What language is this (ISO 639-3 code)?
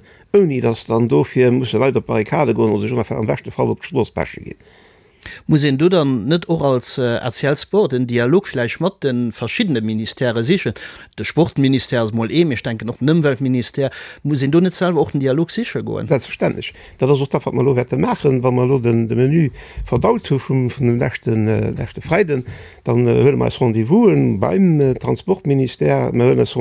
ltz